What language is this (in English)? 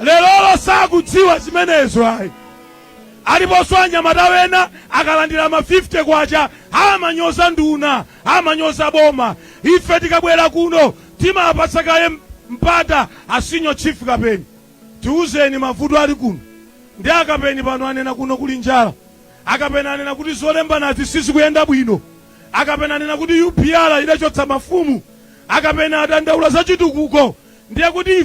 Nyanja